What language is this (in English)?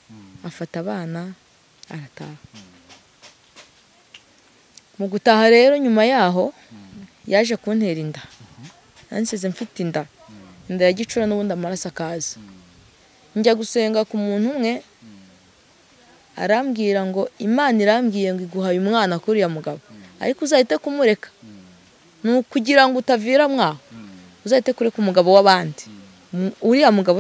Kinyarwanda